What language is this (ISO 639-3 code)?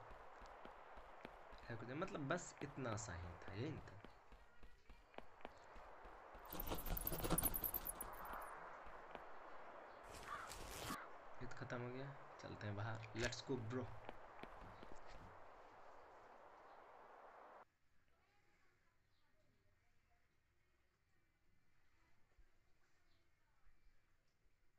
hin